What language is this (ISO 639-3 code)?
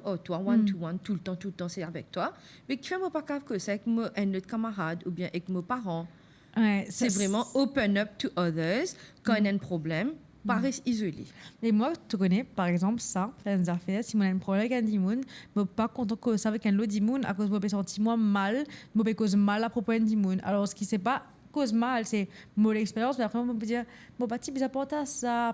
mfe